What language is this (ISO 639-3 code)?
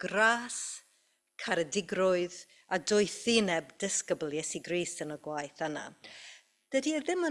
cym